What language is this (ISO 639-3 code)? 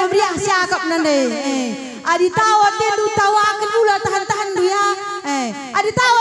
btx